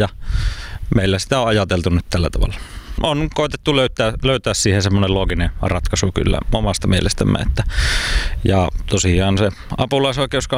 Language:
Finnish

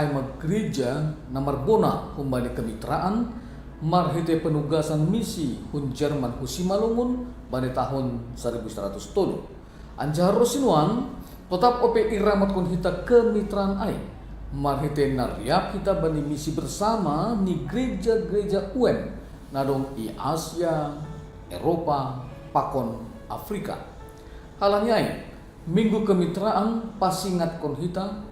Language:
Batak Simalungun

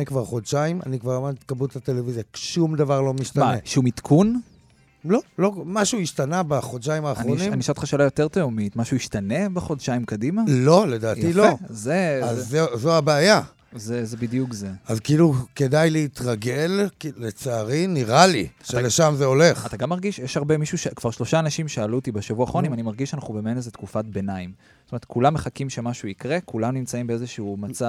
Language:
Hebrew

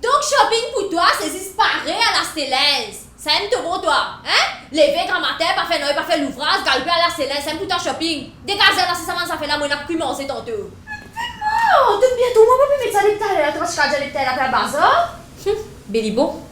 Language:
Morisyen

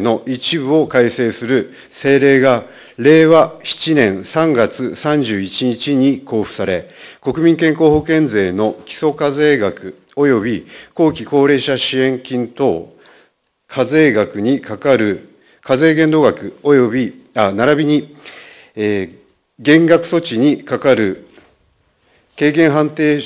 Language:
Japanese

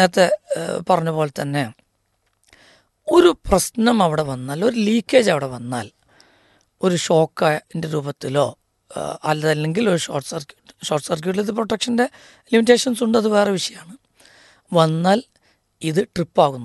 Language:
Malayalam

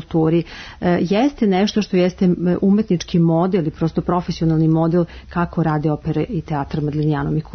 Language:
Serbian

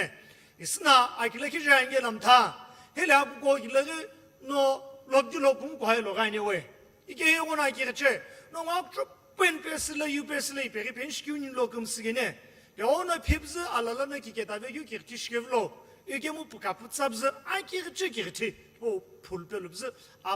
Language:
Sumi Naga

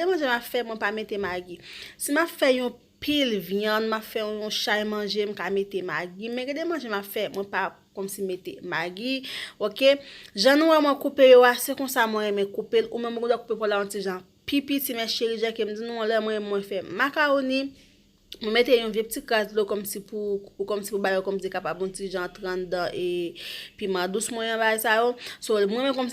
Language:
Haitian Creole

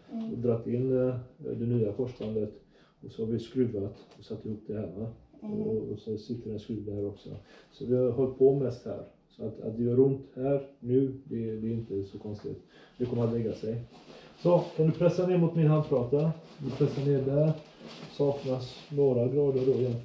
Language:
Swedish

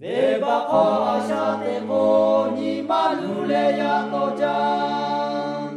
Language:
Lahu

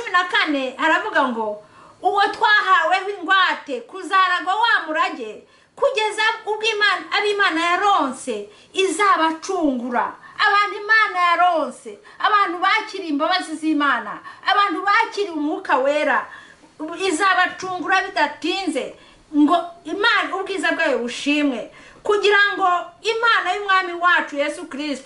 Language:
Kinyarwanda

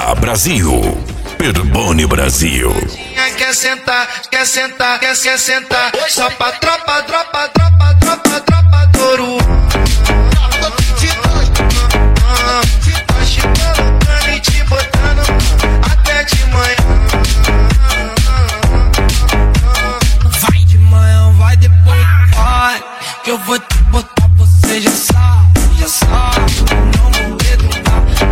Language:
Portuguese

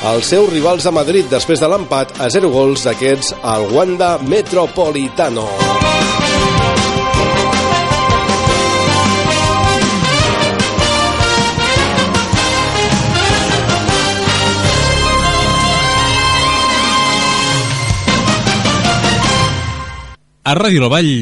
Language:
Catalan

